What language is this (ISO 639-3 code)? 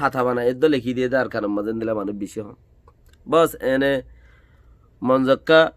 rhg